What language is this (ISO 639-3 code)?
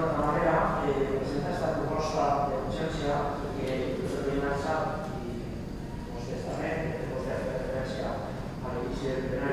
cat